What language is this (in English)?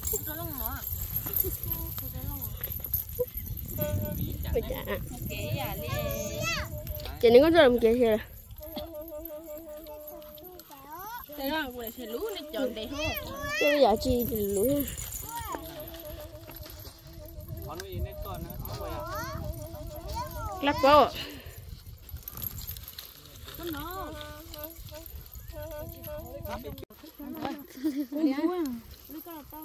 Vietnamese